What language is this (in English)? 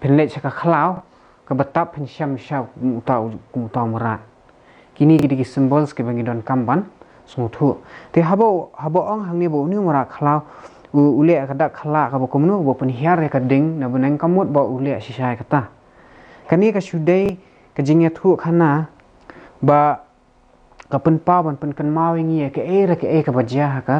Khasi